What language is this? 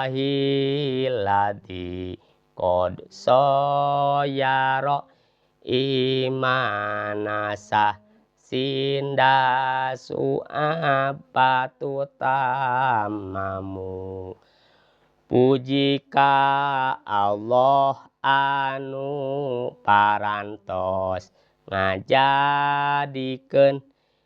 Sundanese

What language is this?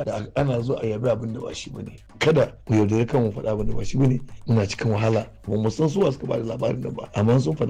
Hausa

